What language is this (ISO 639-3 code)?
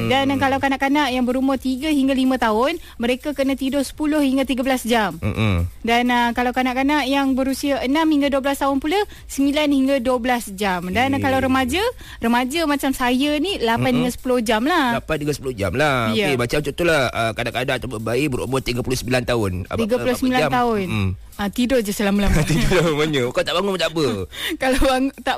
msa